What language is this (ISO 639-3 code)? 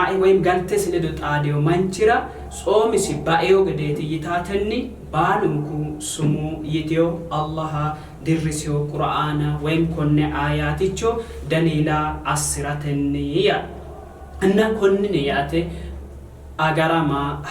sid